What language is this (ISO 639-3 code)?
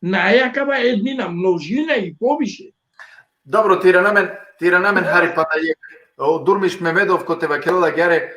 rmn